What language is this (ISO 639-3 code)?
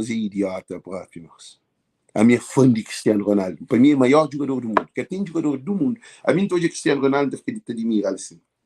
kea